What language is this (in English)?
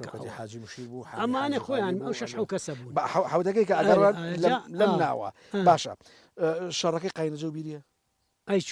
Central Kurdish